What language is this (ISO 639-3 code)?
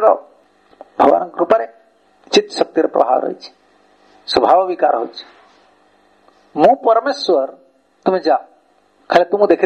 ori